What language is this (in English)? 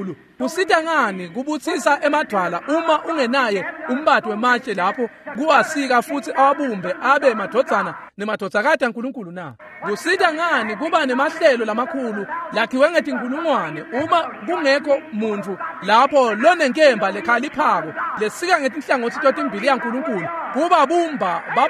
Swati